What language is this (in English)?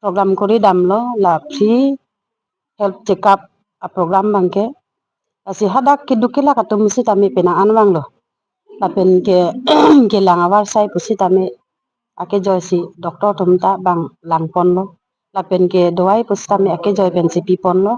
Karbi